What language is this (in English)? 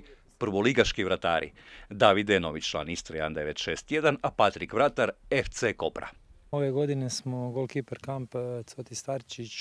Croatian